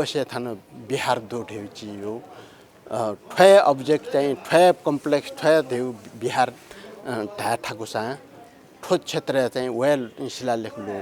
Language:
Newari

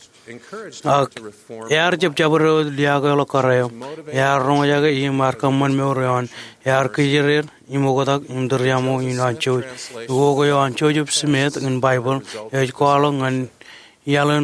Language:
Marshallese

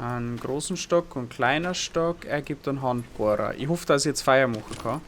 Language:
Bavarian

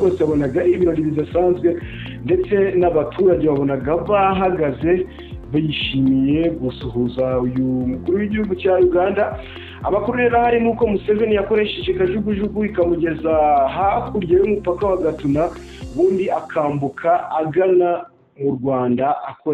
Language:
Kinyarwanda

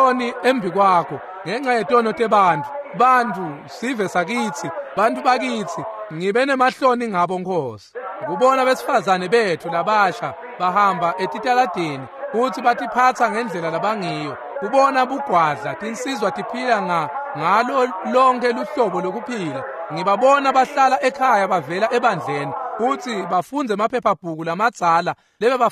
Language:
Swati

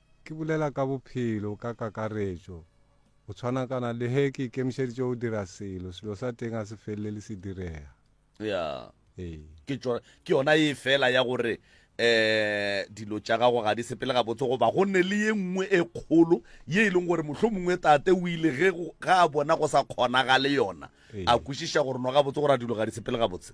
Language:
Northern Sotho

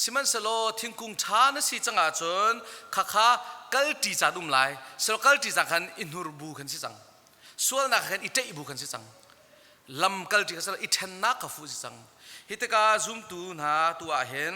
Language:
Hakha Chin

